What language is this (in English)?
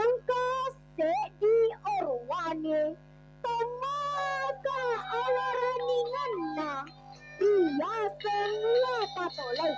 Buginese